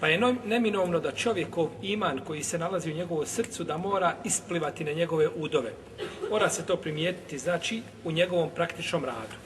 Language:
Bosnian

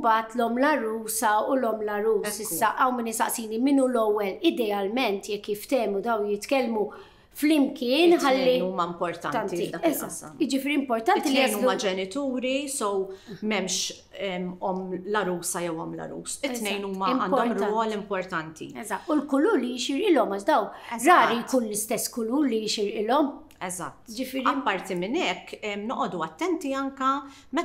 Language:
Maltese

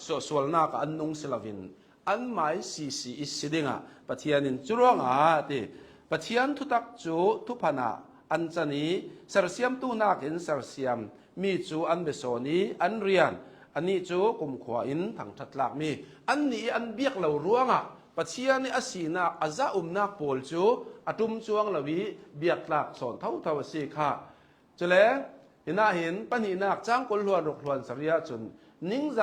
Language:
Hakha Chin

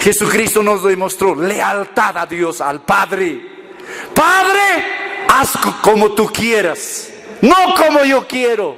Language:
Aymara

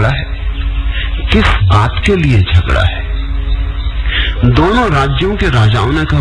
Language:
Hindi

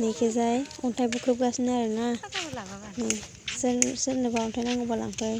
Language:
Bodo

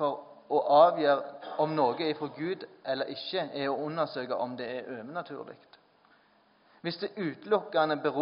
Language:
Norwegian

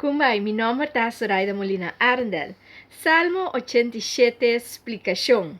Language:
Papiamento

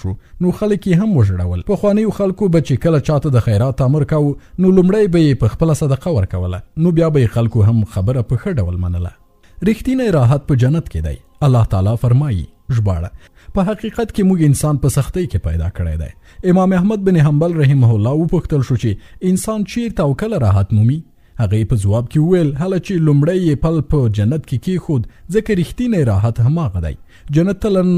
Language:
Pashto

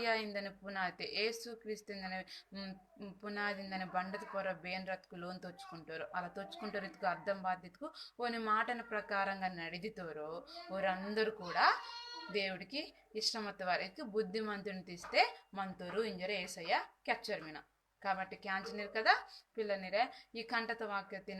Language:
Koya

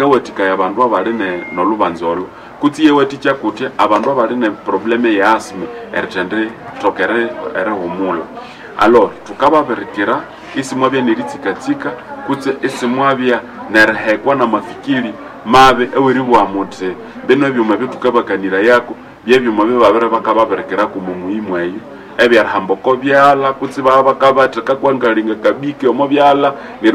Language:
Nande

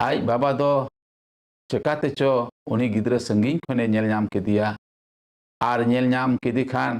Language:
Santali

